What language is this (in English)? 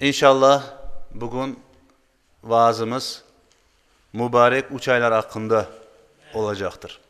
Crimean Tatar